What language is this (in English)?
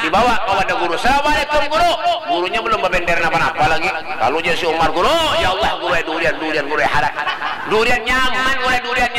Banjar